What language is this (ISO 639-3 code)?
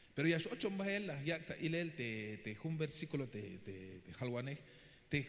tzh